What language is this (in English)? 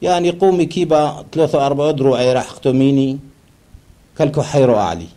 Turoyo